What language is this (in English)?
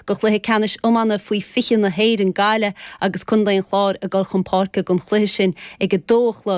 Irish